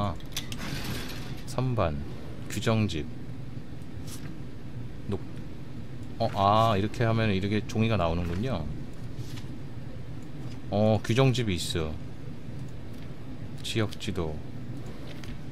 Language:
Korean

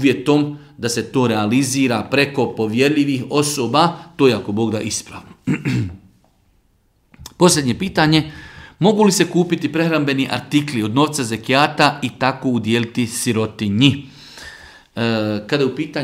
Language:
Bosnian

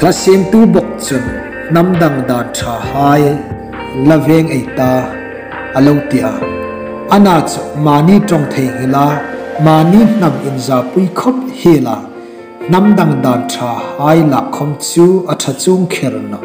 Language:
Hmar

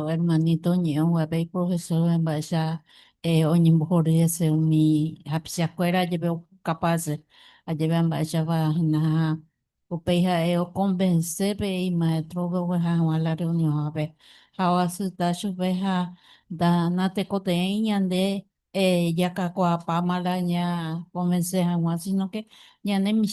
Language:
Guarani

